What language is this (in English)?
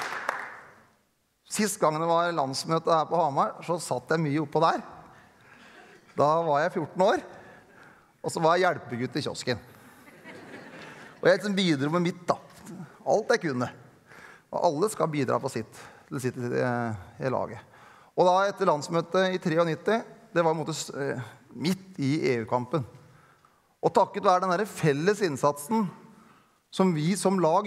Norwegian